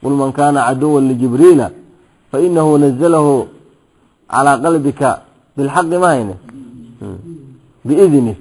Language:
Somali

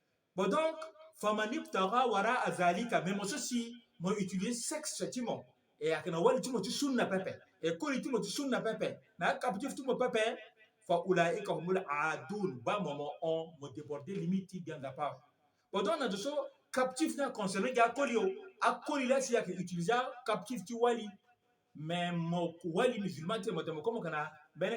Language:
Sango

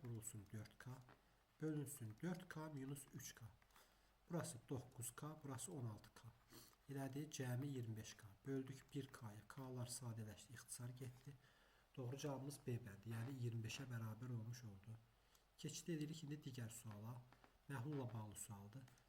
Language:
Azerbaijani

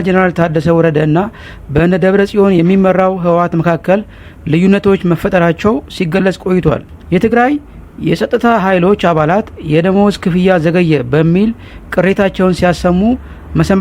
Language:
Amharic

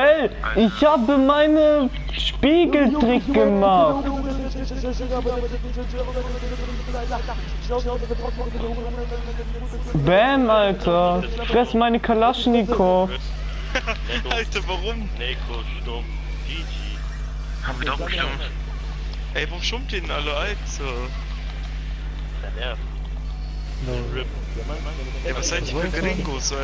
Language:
German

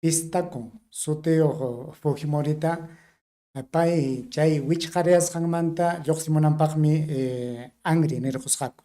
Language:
Ayacucho Quechua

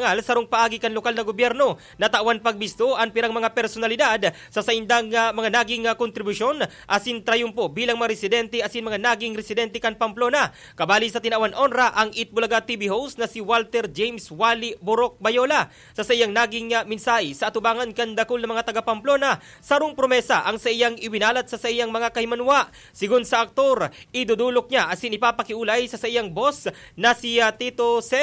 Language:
Bikol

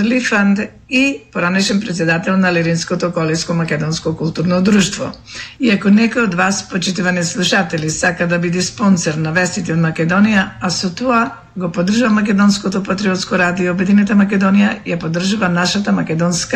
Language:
Macedonian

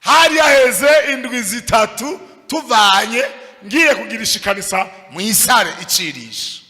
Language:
Rundi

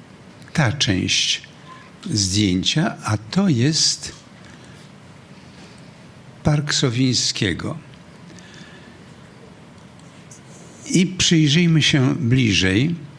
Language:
Polish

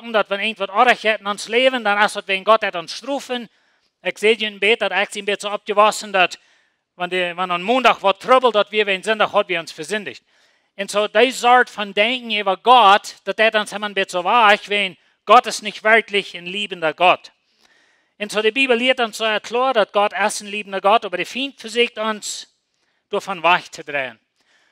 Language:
Plautdietsch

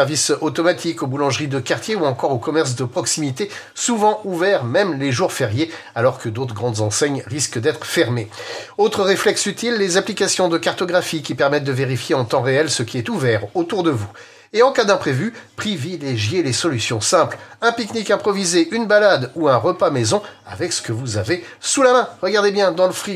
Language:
French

